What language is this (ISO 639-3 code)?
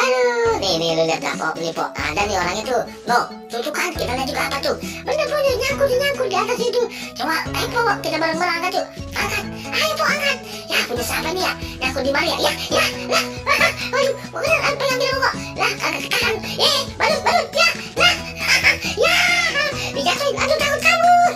bew